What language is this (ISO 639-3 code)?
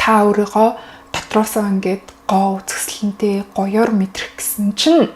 mon